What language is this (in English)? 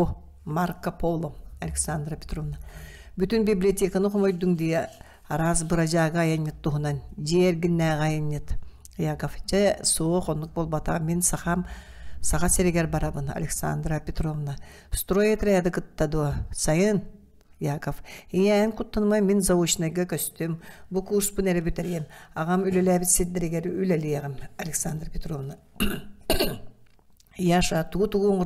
Yakut